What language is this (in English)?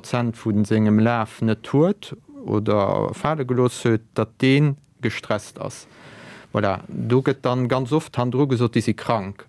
Luxembourgish